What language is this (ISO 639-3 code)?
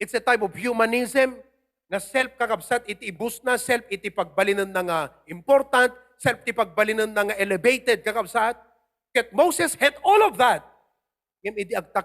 ilo